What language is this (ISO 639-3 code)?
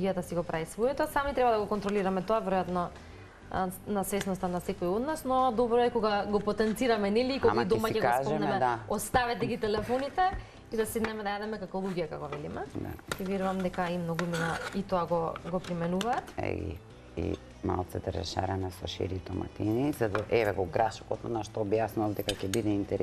mkd